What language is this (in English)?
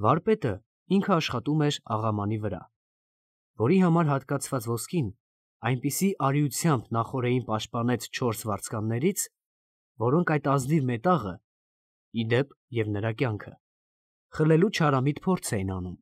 Armenian